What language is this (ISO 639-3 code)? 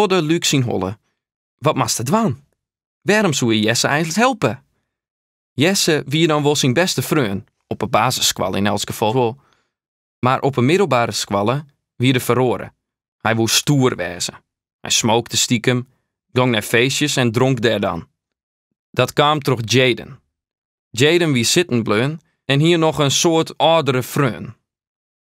fry